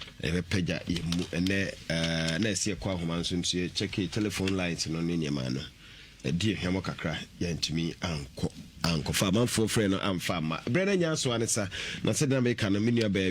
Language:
Akan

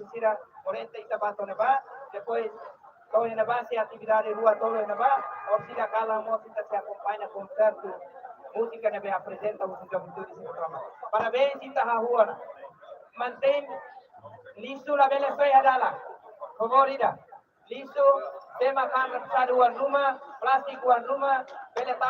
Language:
Tetum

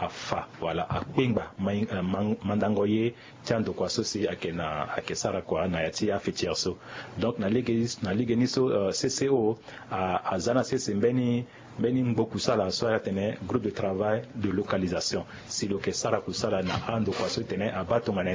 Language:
Sango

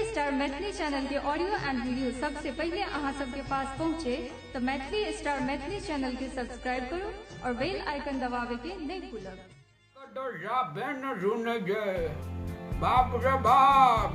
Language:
Maithili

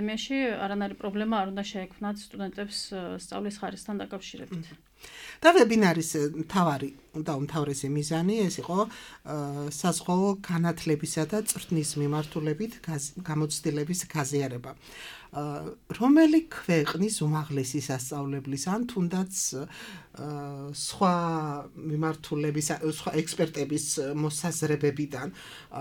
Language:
Georgian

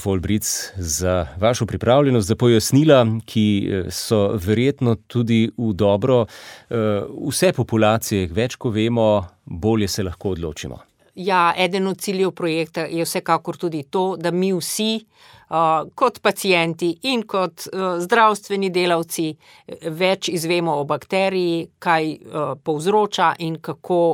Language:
Slovenian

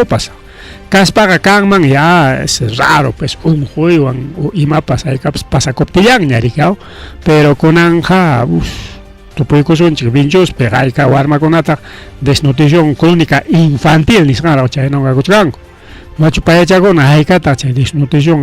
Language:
Ayacucho Quechua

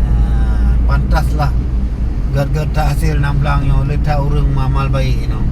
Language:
Achinese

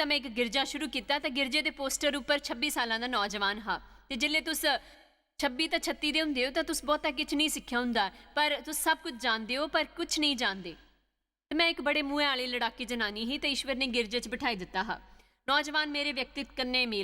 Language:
Dogri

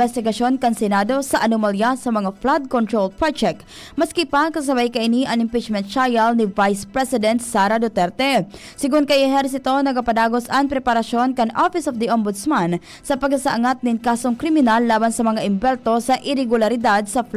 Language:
Bikol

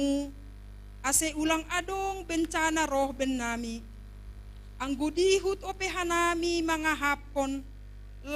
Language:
Batak Simalungun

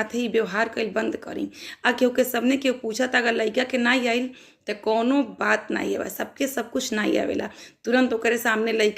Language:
Bhojpuri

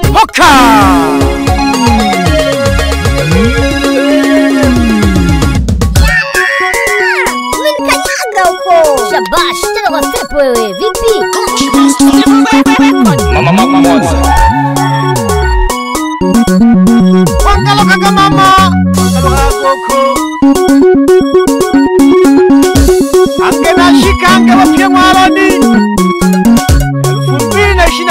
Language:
Swahili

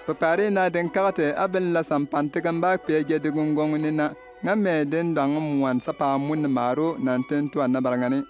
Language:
Bimoba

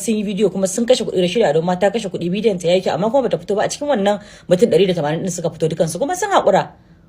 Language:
Hausa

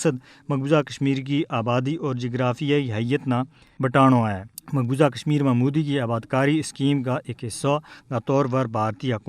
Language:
Gujari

